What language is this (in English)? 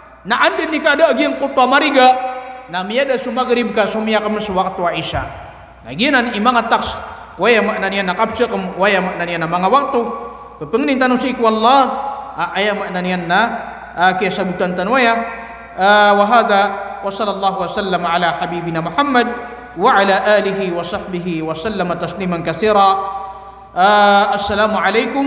Maranao